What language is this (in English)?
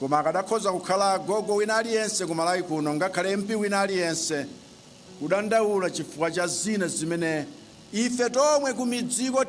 Nyanja